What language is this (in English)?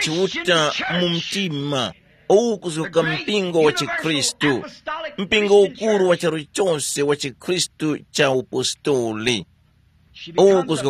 Tumbuka